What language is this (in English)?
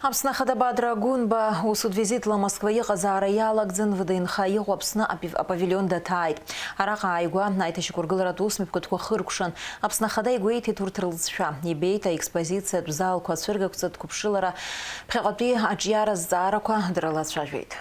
Abkhazian